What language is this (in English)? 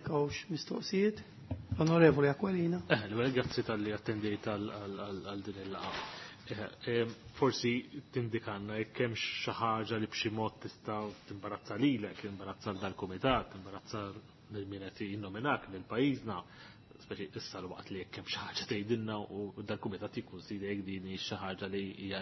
Maltese